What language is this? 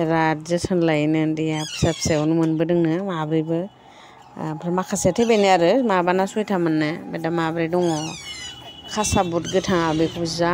Bodo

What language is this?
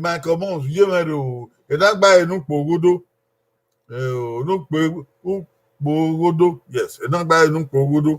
Bini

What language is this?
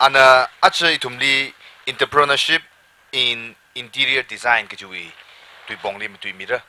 Tangkhul Naga (India)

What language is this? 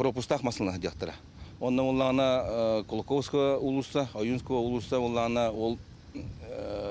Yakut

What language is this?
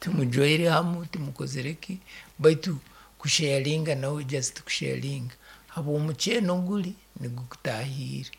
Nyankole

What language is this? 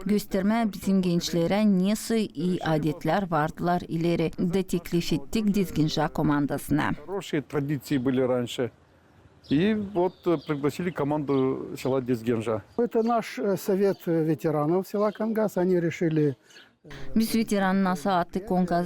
Gagauz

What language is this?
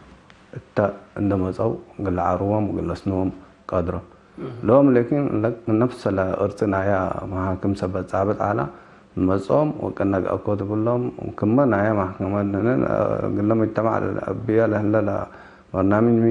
Tigre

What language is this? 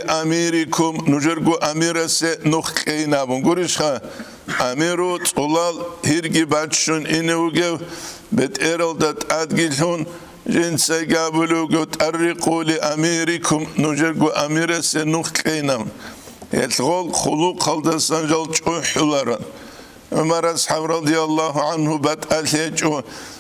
Avaric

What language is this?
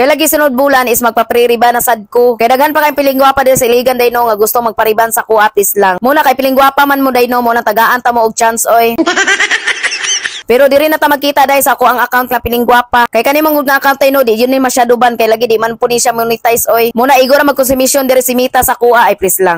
Cebuano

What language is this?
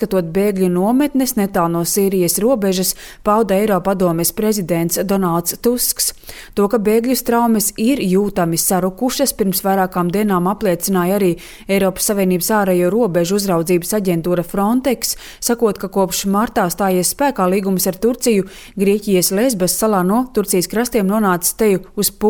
Latvian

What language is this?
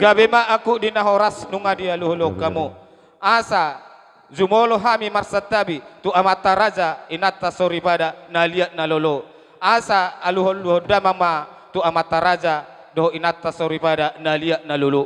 Batak Toba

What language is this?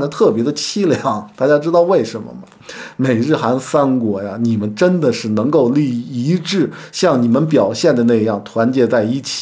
Chinese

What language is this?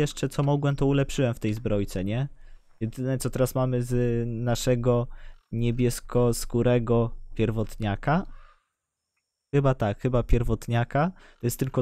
Polish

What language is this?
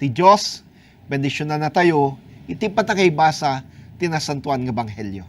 Iloko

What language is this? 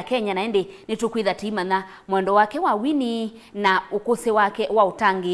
Kamba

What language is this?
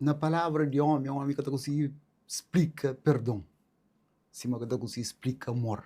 Kabuverdianu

